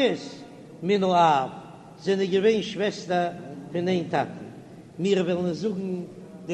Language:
Yiddish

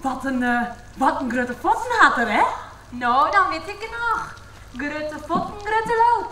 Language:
Western Frisian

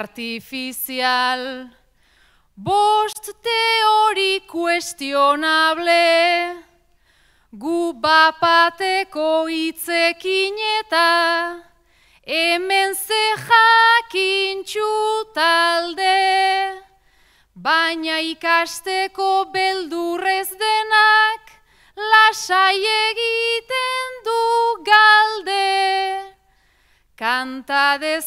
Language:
Basque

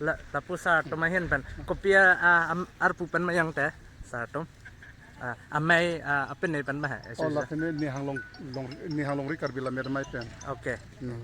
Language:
Karbi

